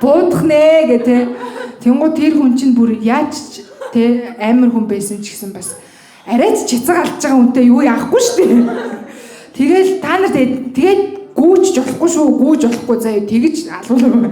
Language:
Mongolian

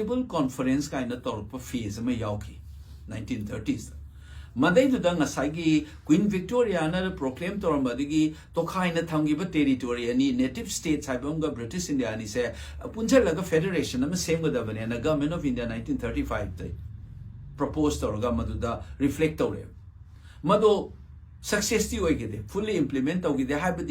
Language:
Manipuri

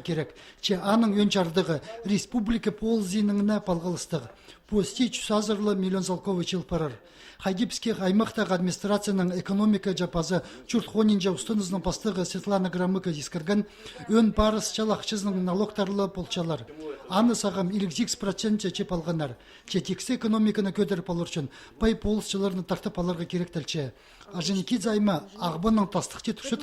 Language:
Khakas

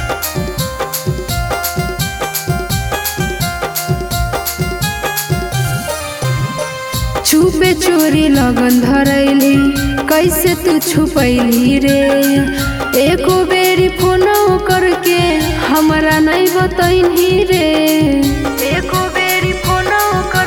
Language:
Bhojpuri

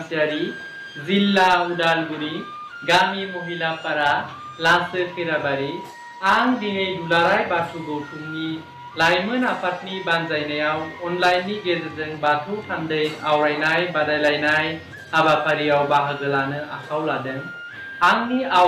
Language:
Bodo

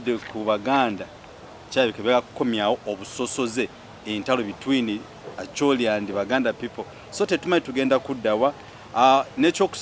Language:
Ganda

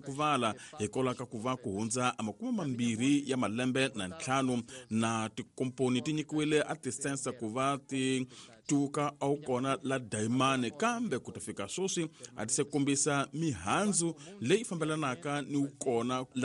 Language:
Tsonga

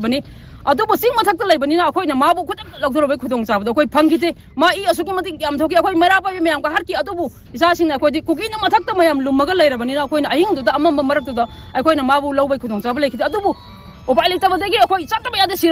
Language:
Manipuri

